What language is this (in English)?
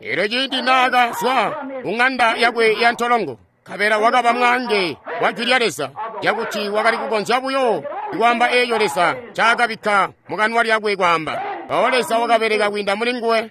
Tonga (Zambia)